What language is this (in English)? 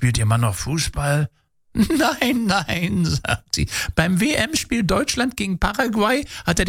German